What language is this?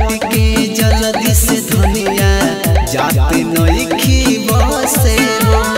Bhojpuri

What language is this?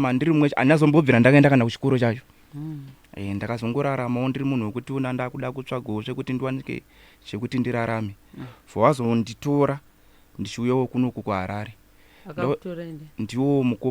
Shona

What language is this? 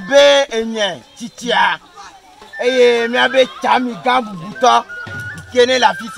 Ewe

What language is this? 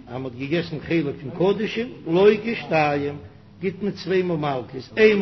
Yiddish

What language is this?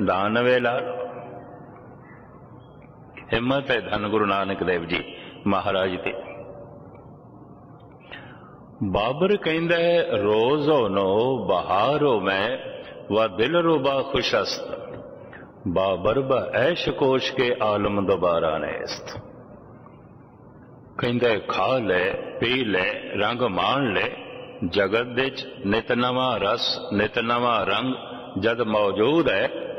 Punjabi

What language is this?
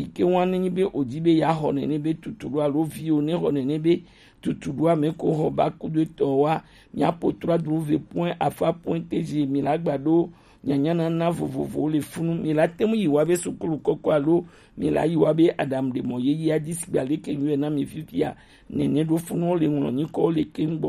Gen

